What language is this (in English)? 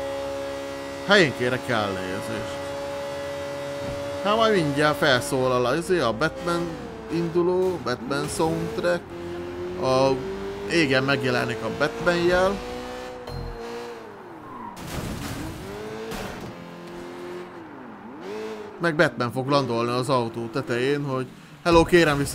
Hungarian